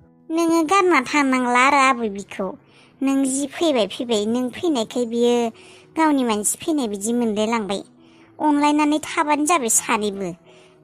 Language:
Bodo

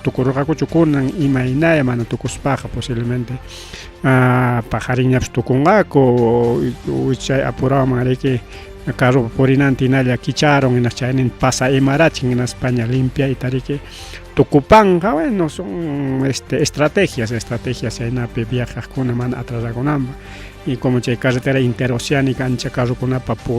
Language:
Ayacucho Quechua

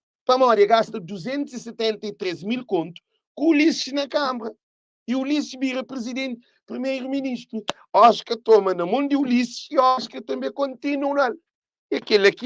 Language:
Kabuverdianu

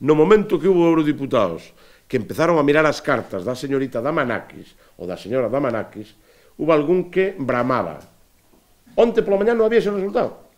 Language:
Galician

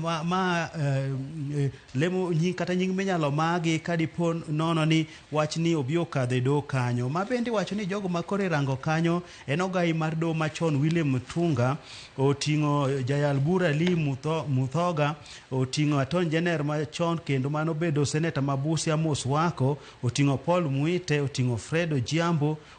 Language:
Luo (Kenya and Tanzania)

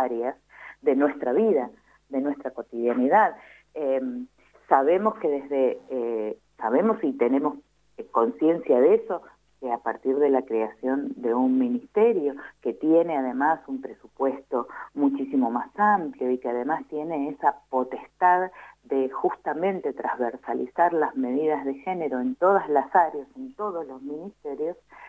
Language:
Spanish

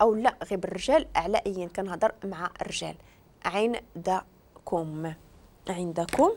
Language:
Moroccan Arabic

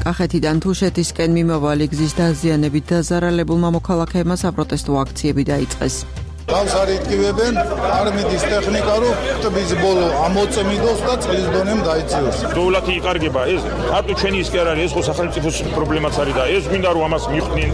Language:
Georgian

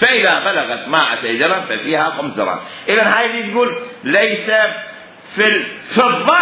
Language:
Mesopotamian Arabic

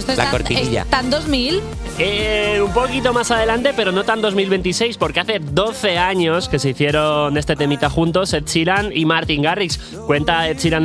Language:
Spanish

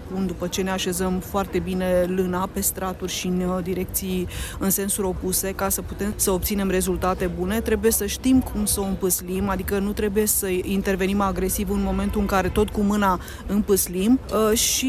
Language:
Romanian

